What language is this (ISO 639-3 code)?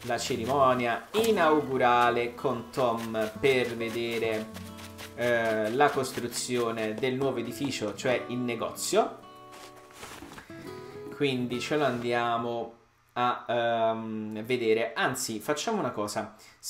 ita